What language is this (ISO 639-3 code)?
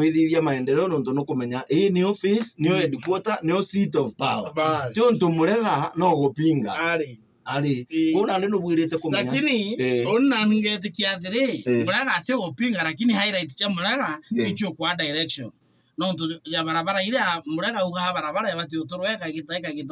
mer